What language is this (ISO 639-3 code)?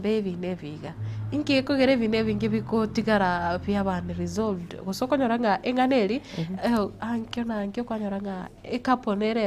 guz